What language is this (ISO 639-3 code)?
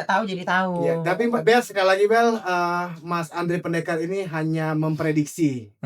mui